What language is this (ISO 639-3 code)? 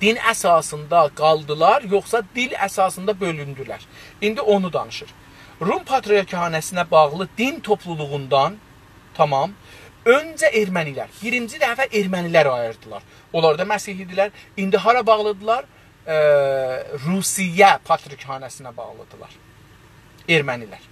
azb